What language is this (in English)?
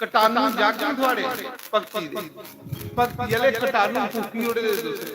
Dogri